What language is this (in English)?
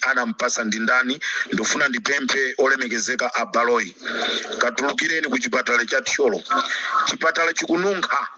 Nyanja